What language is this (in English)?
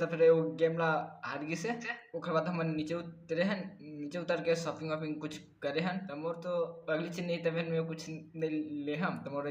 Chhattisgarhi